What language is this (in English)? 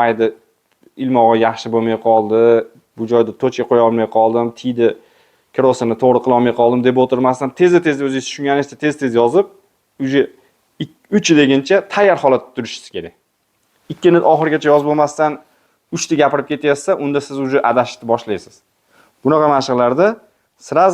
Uzbek